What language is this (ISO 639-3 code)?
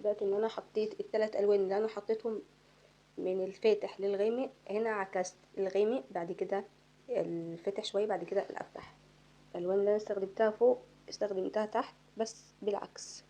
arz